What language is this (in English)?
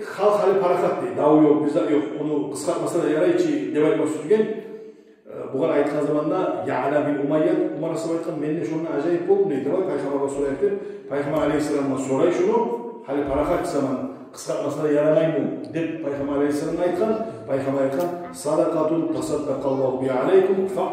Kumyk